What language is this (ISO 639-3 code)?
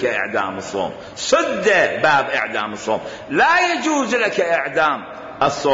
acm